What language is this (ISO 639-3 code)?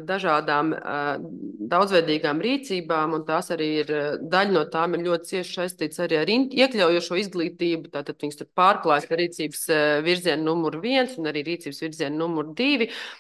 lav